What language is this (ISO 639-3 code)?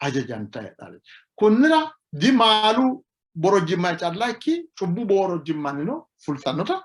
sid